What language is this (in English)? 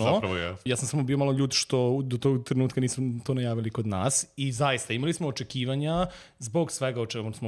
Serbian